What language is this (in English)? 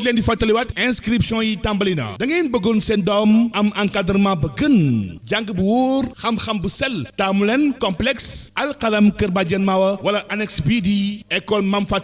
Wolof